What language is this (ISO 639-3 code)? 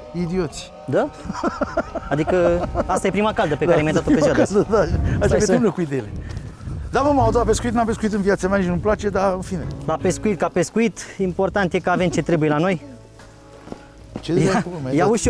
ron